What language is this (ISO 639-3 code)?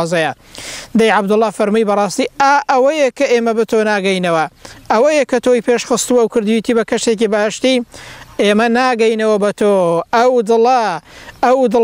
ckb